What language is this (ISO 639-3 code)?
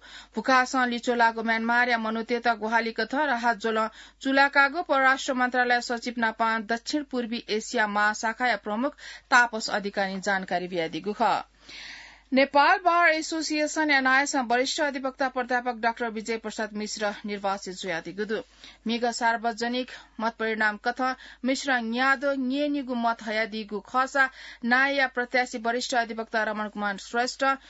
new